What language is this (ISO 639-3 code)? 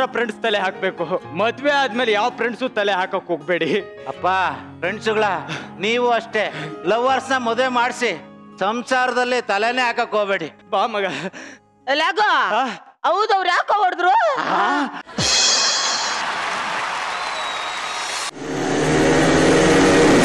kan